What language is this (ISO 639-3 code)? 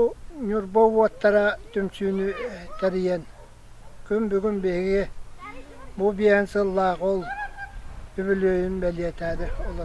sah